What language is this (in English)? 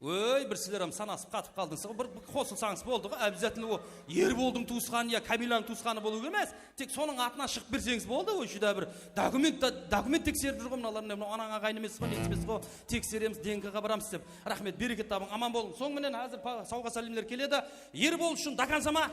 Kara-Kalpak